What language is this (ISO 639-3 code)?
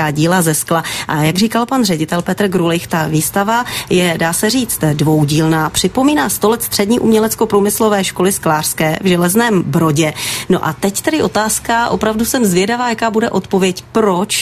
ces